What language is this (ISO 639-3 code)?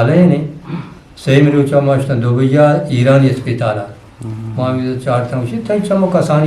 bgp